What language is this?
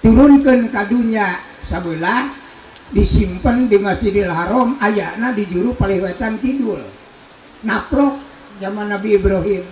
Sundanese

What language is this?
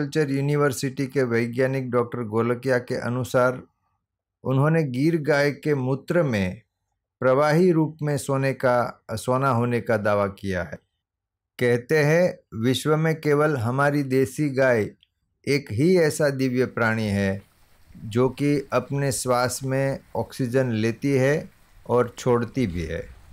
Hindi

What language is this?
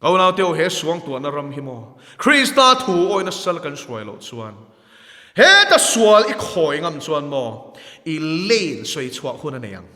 Mizo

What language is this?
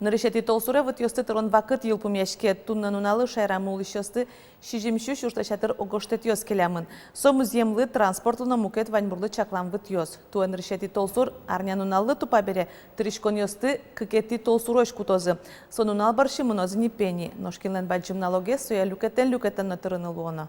Udmurt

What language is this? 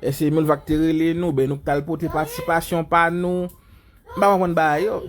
Haitian Creole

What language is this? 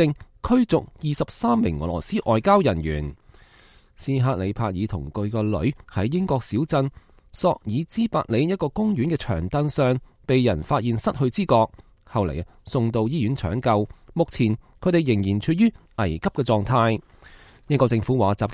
Cantonese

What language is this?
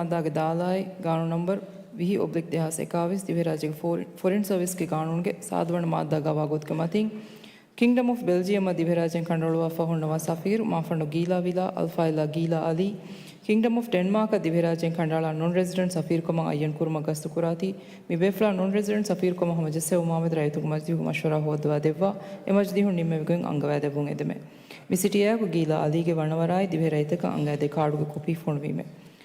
Divehi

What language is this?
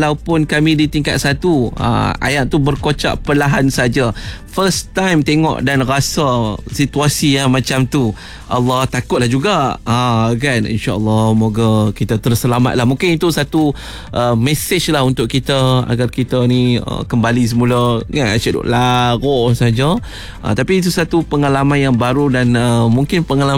Malay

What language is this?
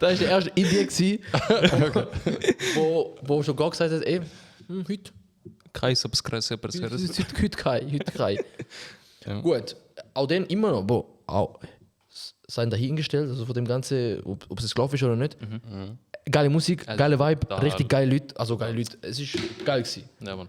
Swiss German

